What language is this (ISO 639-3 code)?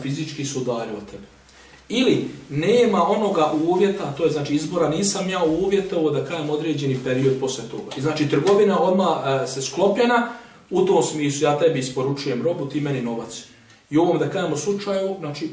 bos